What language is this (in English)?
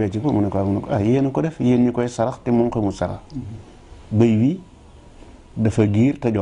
Wolof